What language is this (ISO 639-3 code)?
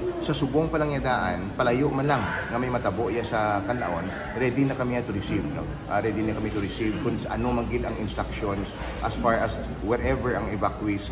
hil